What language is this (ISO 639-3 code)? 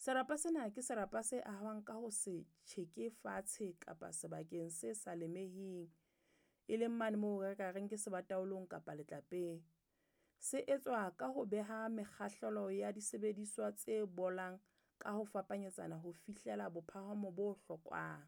sot